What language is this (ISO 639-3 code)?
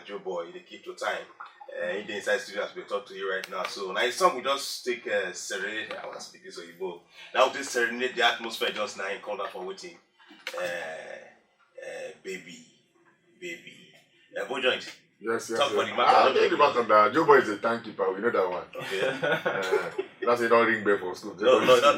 pcm